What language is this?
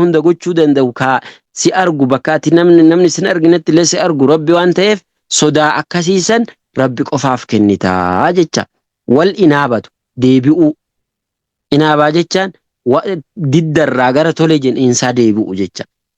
Oromo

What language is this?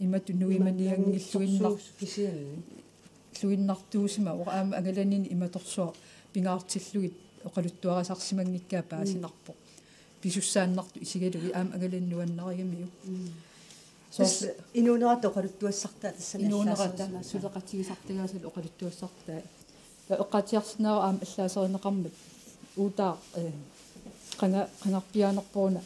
Kalaallisut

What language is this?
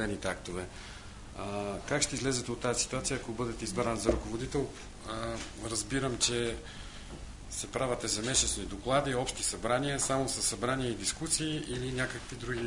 Bulgarian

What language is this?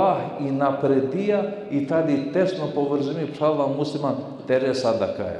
Balkan Romani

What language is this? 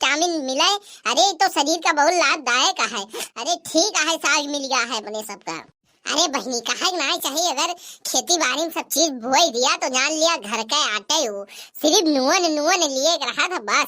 Awadhi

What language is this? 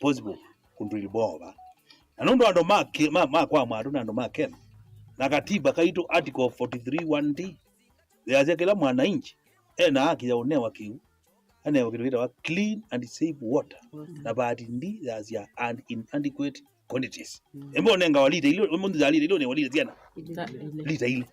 Kamba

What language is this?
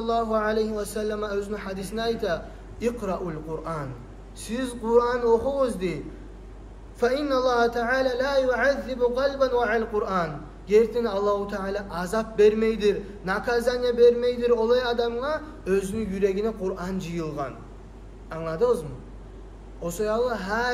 Kumyk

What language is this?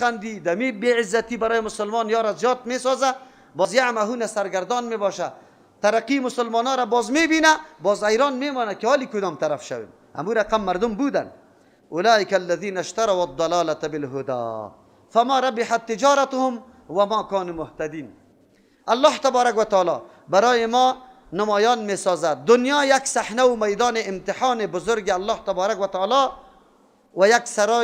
Persian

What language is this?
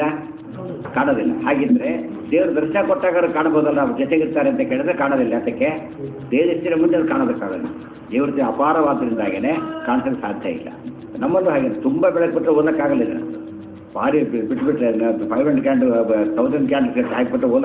Kannada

